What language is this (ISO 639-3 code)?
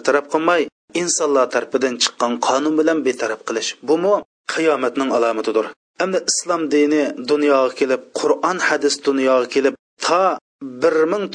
uig